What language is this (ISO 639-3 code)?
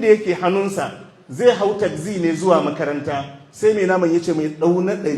hau